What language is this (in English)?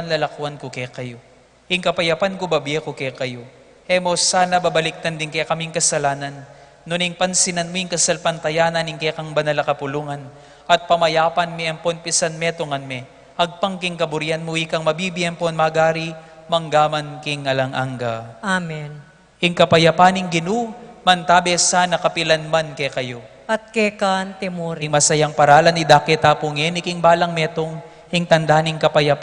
Pampanga